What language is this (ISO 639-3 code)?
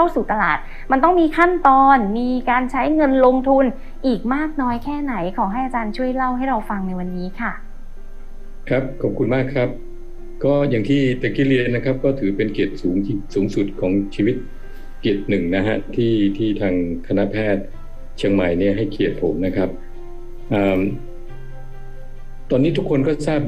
tha